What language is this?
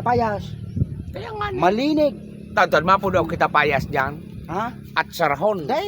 Bikol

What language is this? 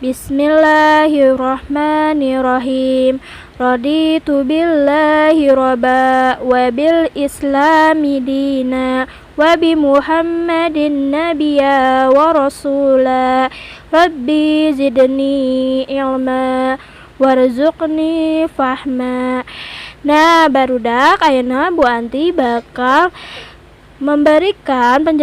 Sundanese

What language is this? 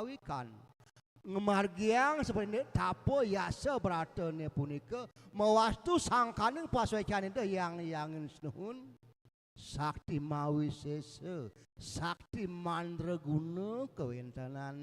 Balinese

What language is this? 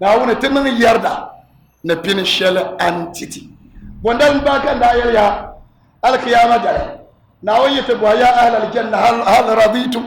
Dagbani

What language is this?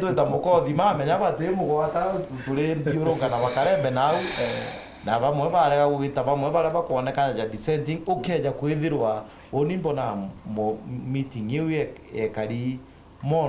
Meru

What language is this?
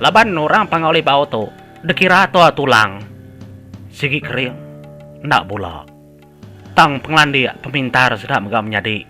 Iban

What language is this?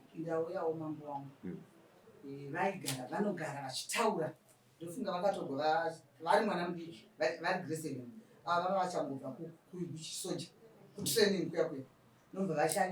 Shona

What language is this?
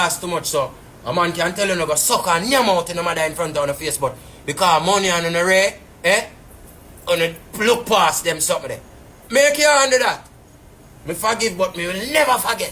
Jamaican Creole English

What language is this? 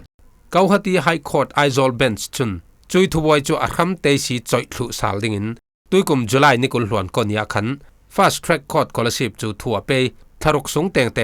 Falam Chin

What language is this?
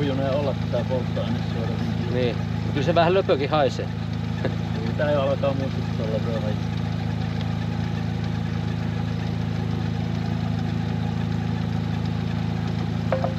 Finnish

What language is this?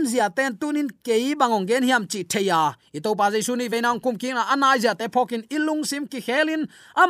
Tedim Chin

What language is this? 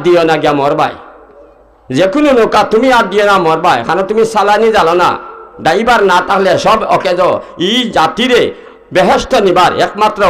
Sylheti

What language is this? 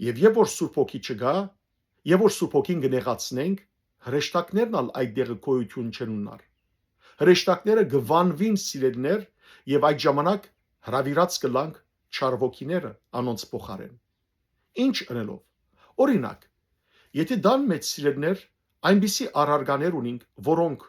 Western Armenian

